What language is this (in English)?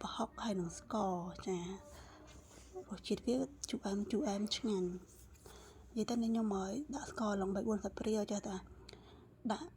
Khmer